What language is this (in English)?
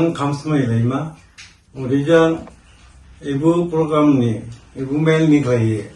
Dimasa